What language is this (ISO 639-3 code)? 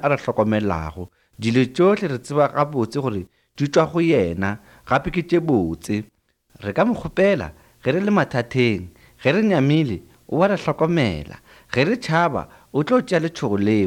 nso